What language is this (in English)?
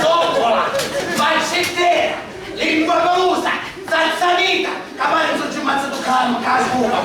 Sicilian